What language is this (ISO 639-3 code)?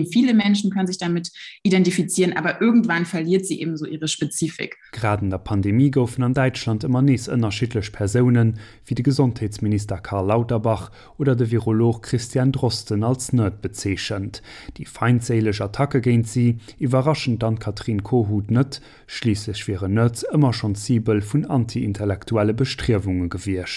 ltz